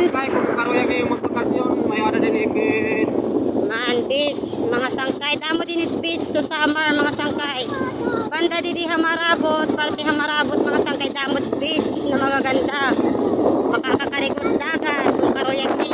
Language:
Waray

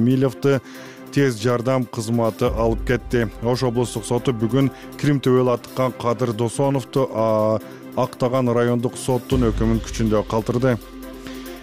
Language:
Kyrgyz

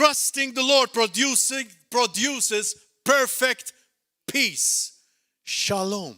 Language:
English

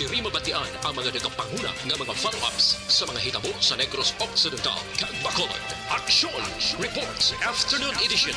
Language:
Hiligaynon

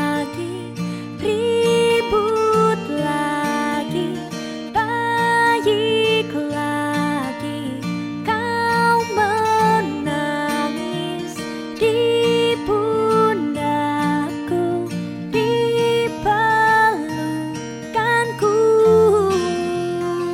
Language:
Indonesian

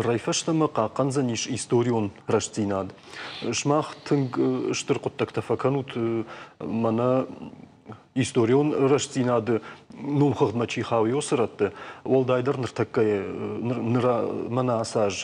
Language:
Ossetic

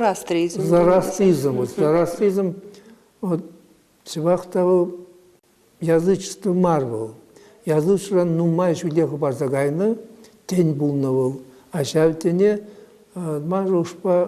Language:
Chuvash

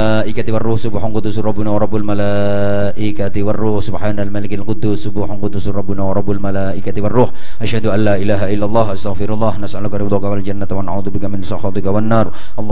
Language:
Javanese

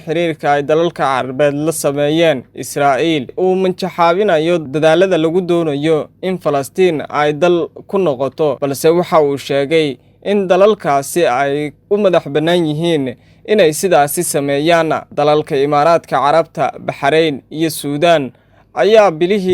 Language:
Somali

